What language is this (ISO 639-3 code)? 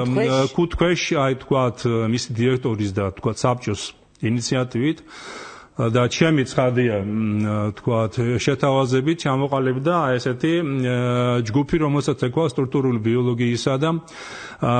kat